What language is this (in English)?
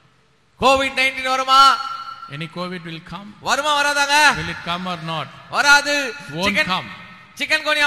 Tamil